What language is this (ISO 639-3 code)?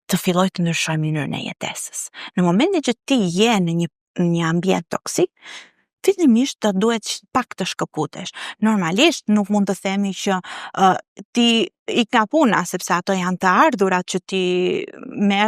sqi